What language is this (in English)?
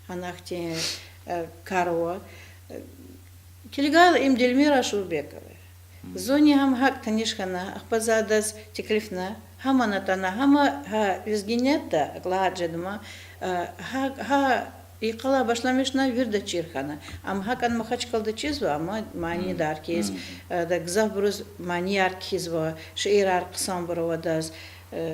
Lezghian